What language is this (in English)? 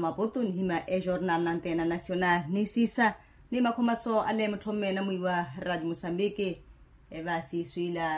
Makhuwa